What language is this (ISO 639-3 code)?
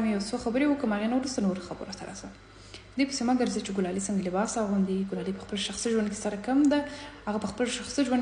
pus